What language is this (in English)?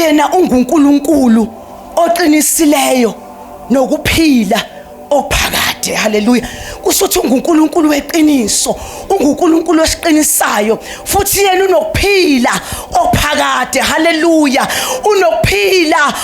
Zulu